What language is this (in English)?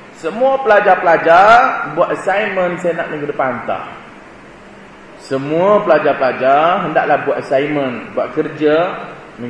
Malay